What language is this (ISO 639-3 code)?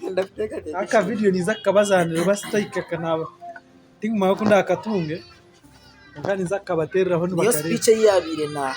nyn